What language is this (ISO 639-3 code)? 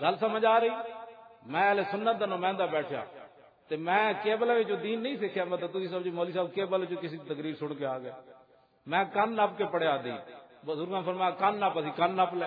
lah